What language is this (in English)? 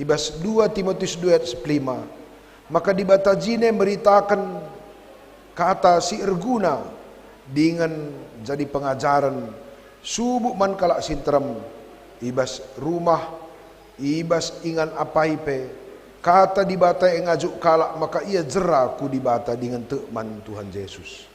Batak Karo